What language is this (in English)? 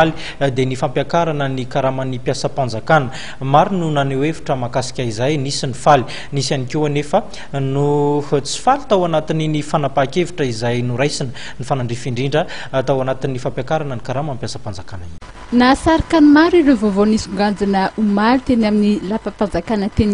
Malagasy